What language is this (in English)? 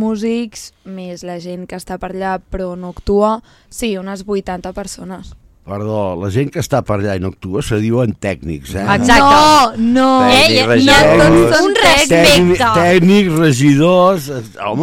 Catalan